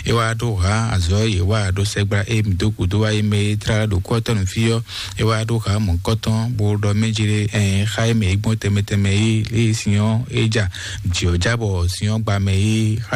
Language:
Fon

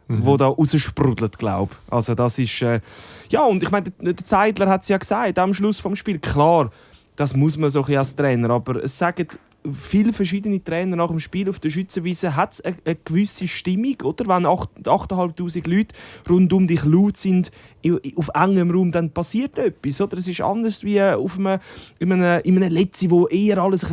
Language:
Swiss German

